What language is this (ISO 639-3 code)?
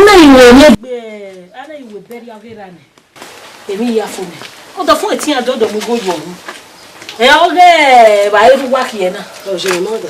bin